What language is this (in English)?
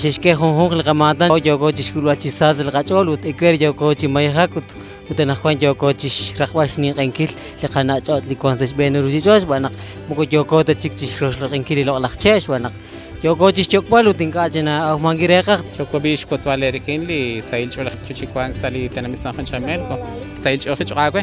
Kekchí